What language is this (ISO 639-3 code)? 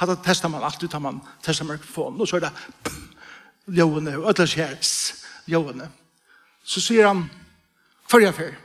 fao